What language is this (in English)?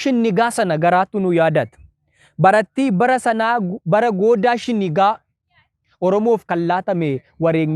Oromo